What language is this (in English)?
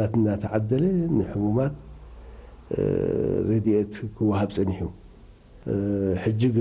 Tigrinya